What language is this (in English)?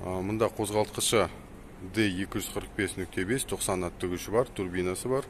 Kazakh